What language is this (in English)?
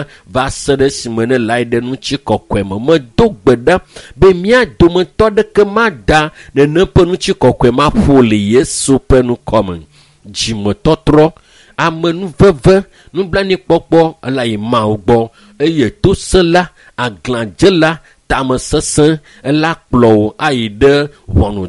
Ewe